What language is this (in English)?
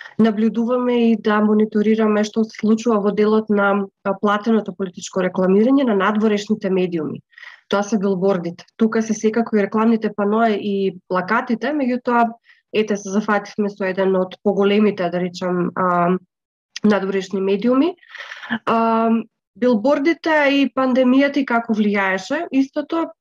Macedonian